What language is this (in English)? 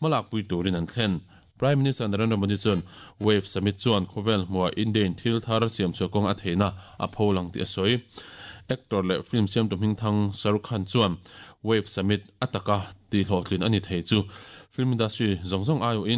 Mizo